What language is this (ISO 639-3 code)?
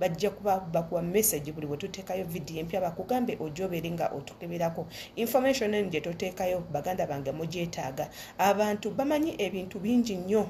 lug